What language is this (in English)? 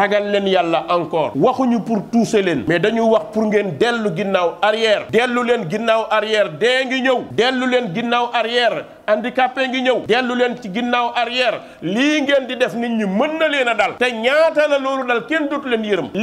Wolof